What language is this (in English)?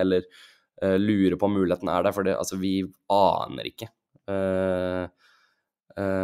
Norwegian